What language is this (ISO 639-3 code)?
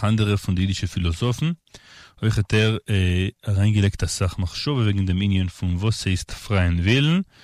yid